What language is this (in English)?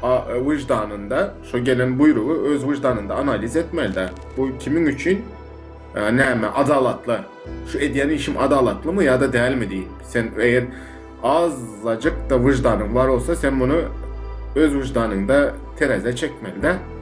Turkmen